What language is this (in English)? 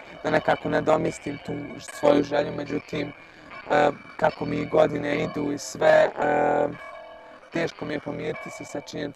Bosnian